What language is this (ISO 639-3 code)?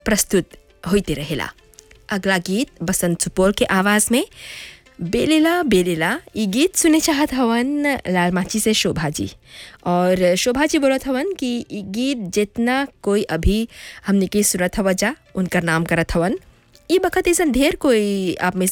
bho